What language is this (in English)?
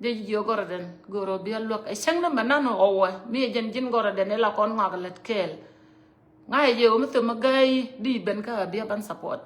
Nuer